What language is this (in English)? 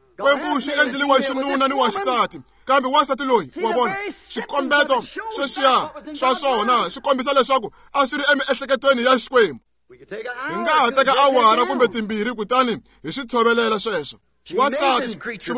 Tsonga